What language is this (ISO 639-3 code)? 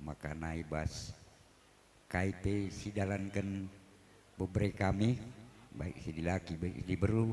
btx